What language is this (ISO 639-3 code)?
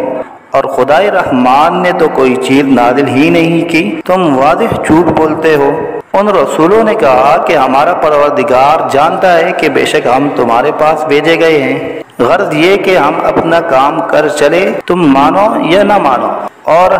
urd